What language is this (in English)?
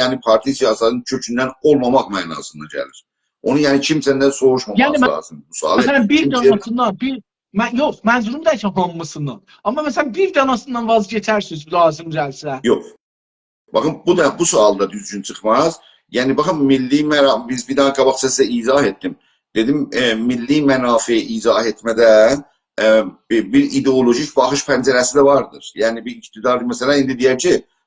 South Azerbaijani